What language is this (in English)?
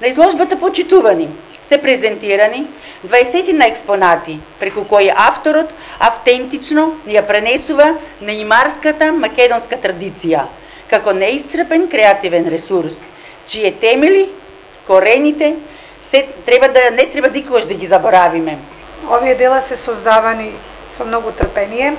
Macedonian